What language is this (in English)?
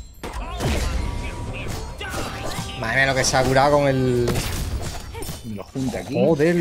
Spanish